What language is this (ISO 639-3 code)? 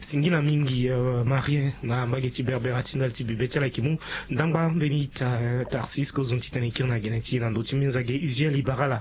sag